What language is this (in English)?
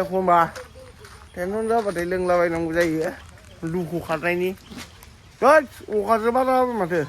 Bodo